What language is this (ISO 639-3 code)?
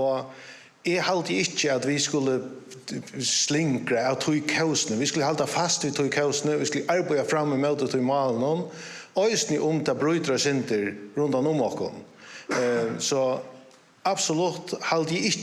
fao